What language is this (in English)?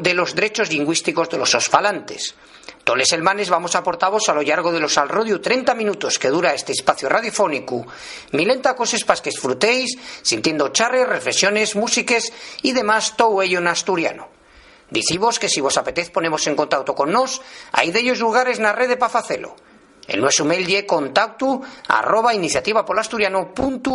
Asturian